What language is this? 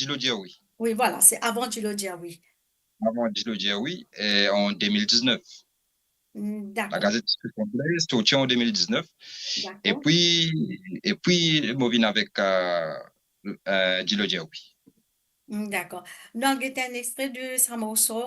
Morisyen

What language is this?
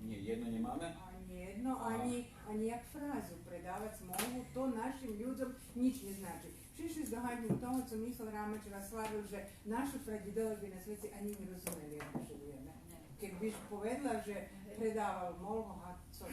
Rusyn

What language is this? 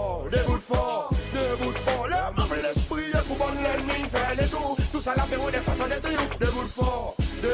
Seselwa Creole French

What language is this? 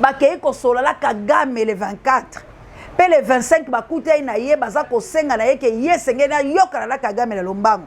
Lingala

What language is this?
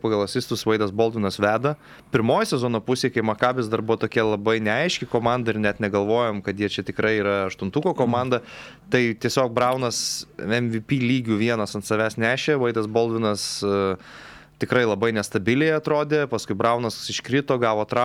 Lithuanian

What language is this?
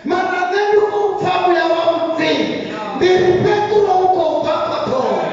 Venda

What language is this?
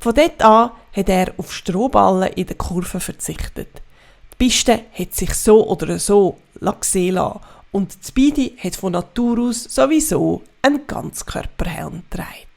Swiss German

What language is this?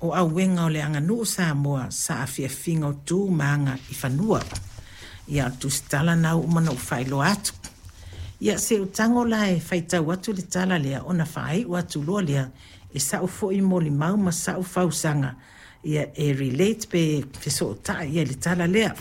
Samoan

